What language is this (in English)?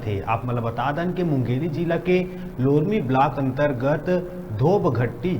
Chhattisgarhi